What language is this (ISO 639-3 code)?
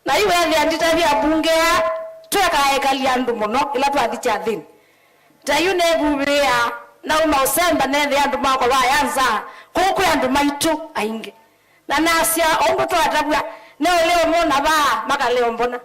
kam